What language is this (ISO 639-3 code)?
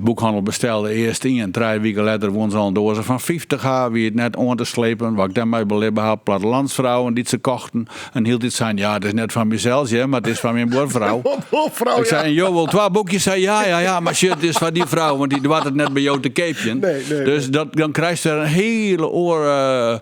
fry